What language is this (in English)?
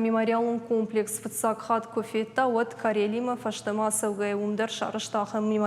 Ossetic